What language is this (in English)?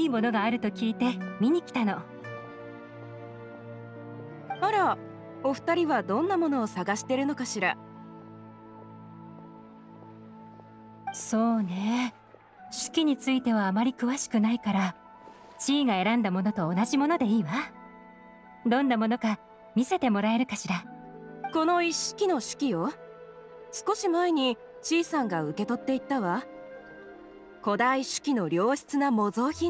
Japanese